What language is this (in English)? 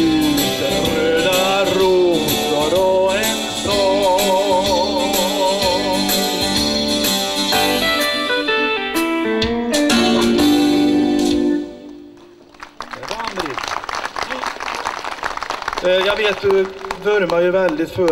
Swedish